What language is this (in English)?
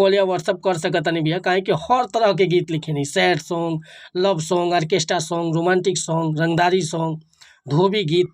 Bhojpuri